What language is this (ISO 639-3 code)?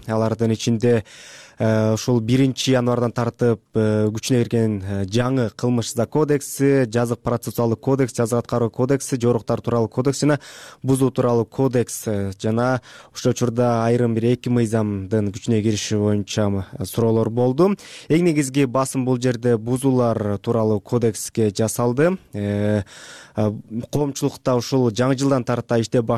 kir